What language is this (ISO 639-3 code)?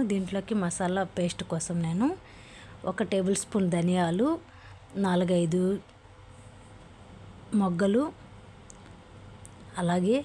tel